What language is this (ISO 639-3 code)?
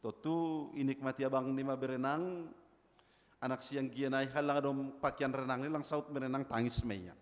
bts